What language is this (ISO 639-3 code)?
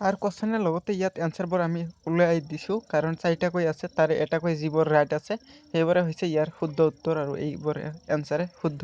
asm